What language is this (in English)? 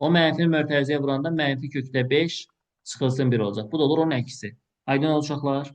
Azerbaijani